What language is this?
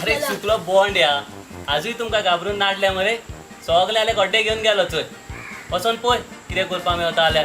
Konkani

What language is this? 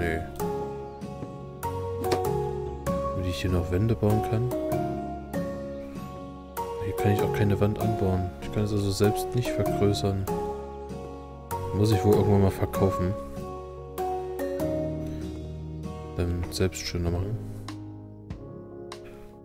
German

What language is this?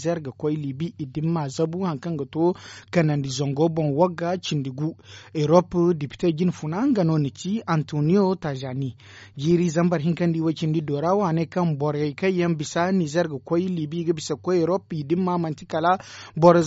Zarma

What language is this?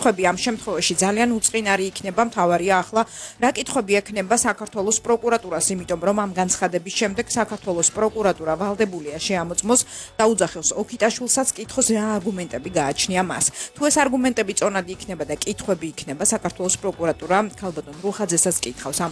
Georgian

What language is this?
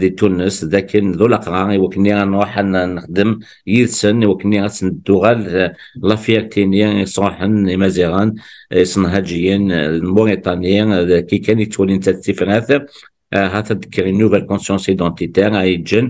Kabyle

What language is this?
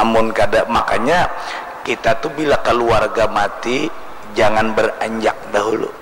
Banjar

